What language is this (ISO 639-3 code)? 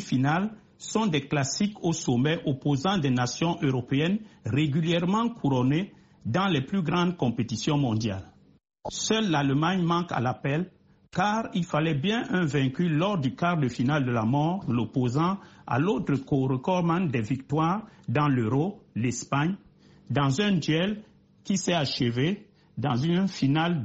fra